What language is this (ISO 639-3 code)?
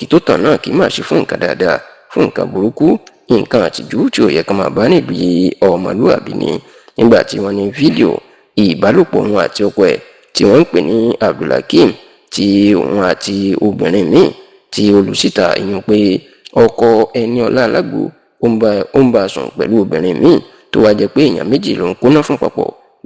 yor